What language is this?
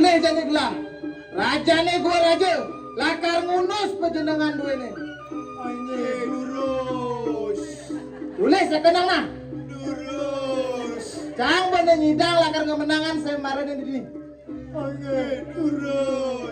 Balinese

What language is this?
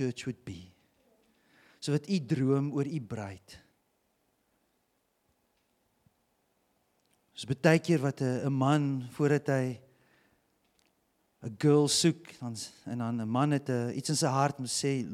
Afrikaans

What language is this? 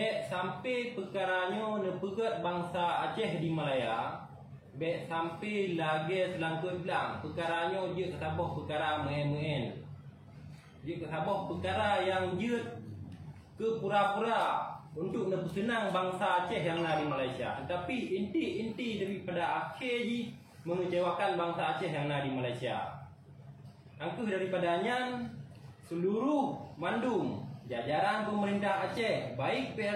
Achinese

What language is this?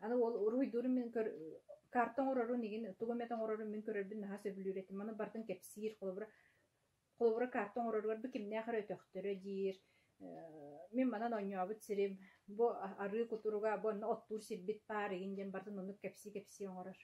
Yakut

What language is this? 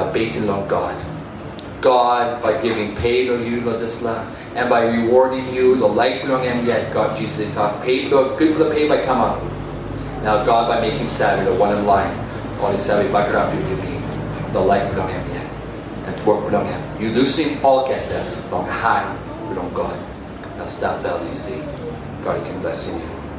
Tok Pisin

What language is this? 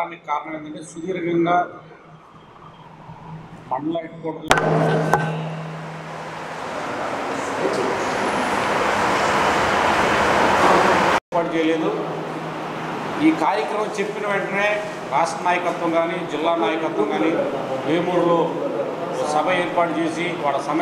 Telugu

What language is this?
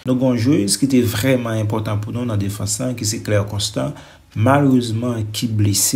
Haitian Creole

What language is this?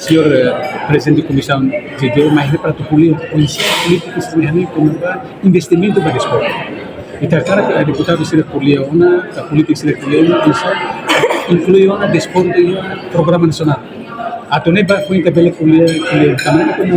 Tetum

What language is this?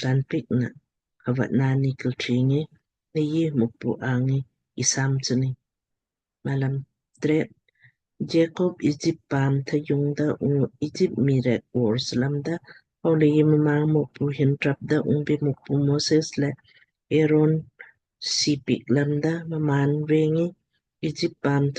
Lamkang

